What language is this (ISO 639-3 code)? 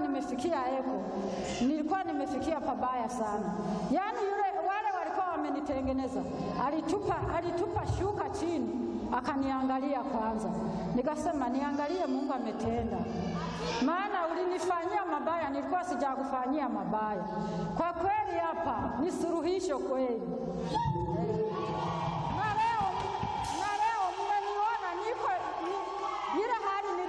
swa